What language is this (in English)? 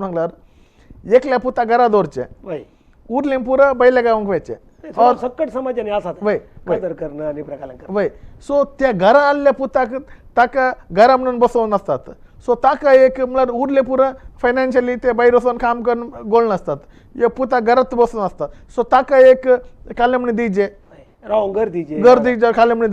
Konkani